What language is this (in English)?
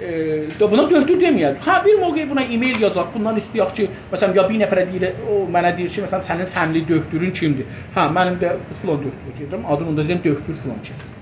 South Azerbaijani